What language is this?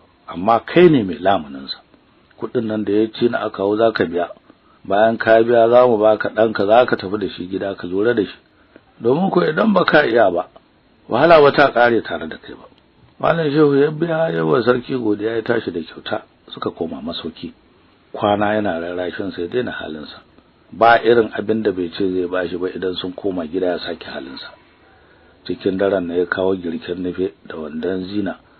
Hausa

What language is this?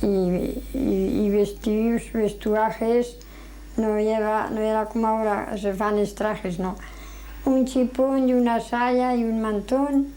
Aragonese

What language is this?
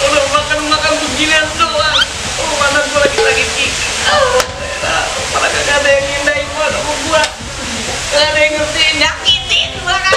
Betawi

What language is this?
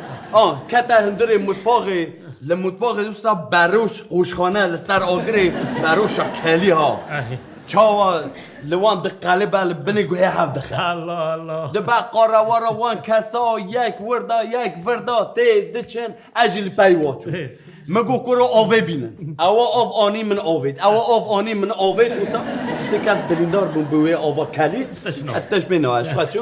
Kurdish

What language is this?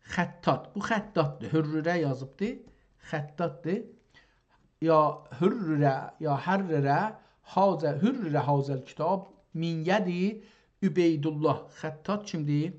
South Azerbaijani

